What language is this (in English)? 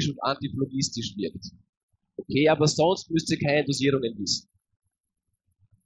German